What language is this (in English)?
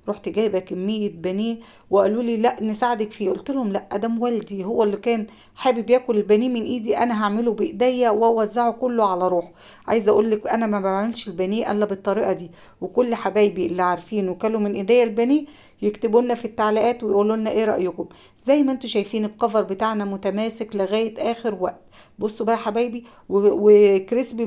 Egyptian Arabic